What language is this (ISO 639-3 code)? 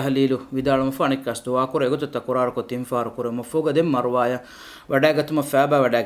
div